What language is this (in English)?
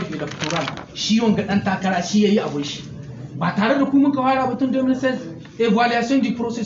Hausa